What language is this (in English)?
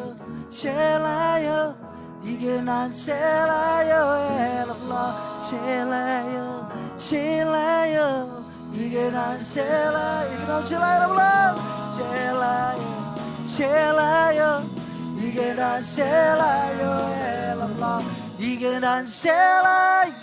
Marshallese